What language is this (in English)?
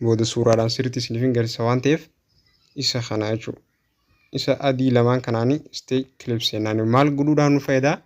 Oromo